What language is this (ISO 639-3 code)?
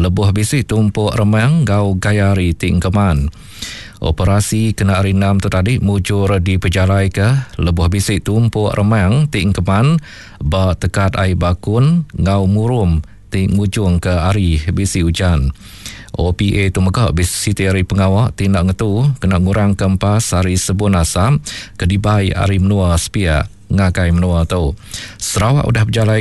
iba